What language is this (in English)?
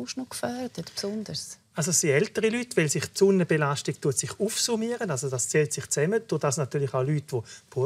Swiss German